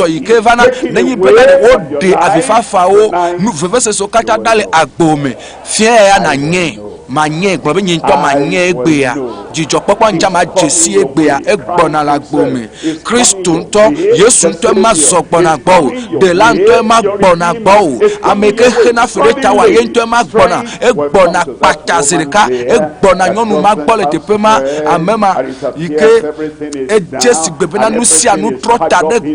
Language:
Ewe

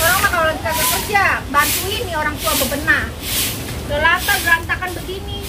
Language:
Betawi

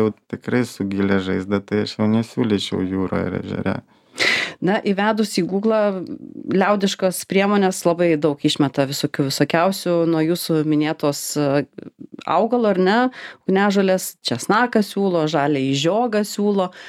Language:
Lithuanian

